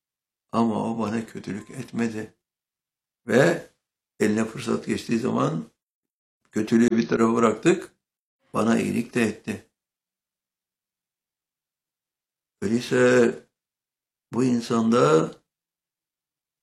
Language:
Turkish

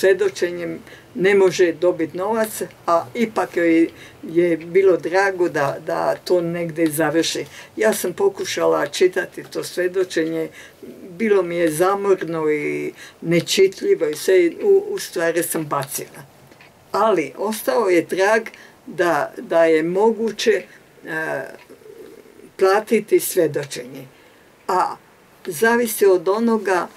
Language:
Croatian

